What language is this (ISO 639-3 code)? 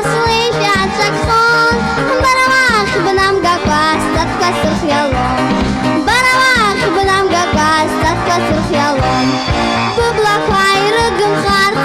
abk